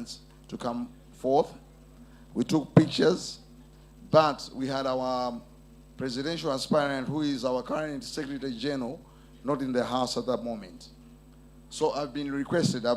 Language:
Nyanja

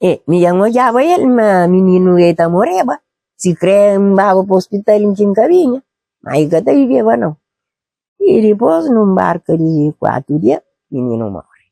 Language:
Kabuverdianu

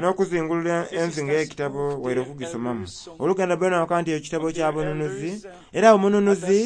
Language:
Soga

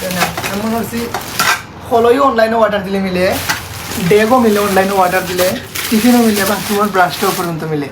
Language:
Sylheti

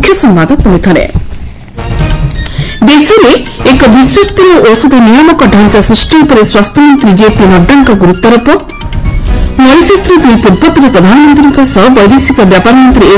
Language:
Odia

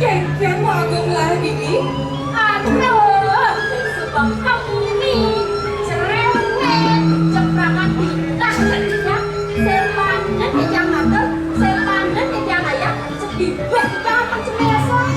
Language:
Balinese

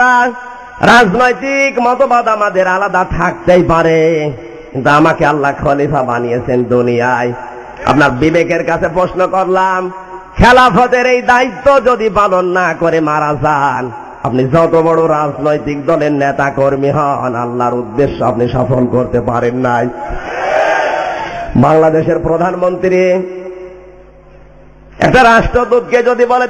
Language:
Bangla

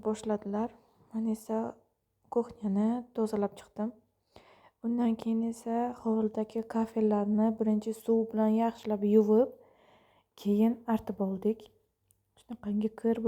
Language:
Uzbek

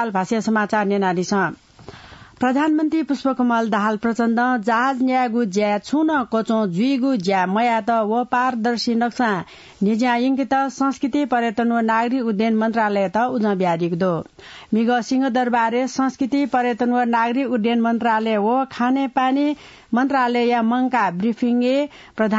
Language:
Newari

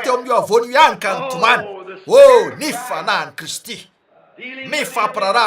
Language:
Malagasy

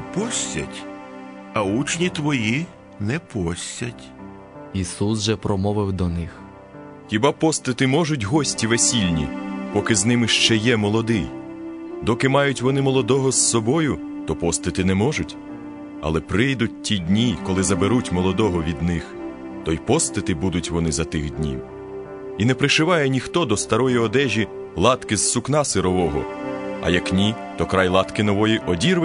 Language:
Ukrainian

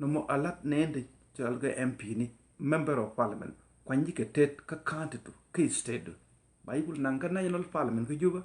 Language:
Nuer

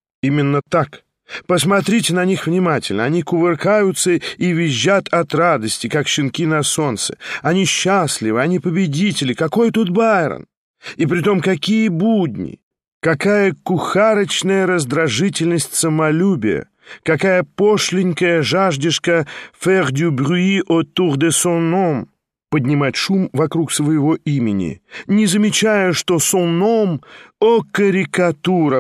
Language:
Russian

